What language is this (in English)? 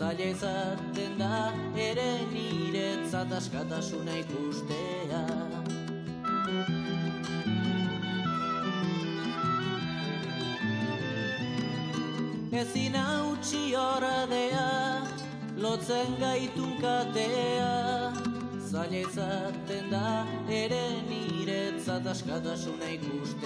Basque